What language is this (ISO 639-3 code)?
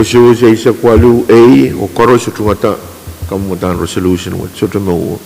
pon